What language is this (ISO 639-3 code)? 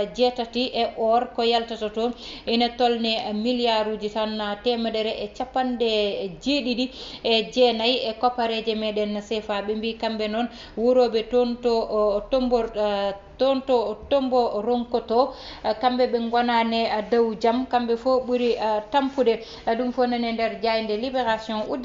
ful